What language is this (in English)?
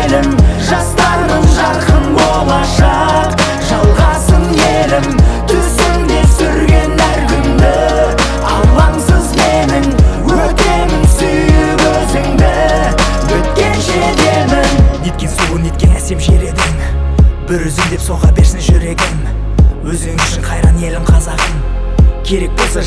Kazakh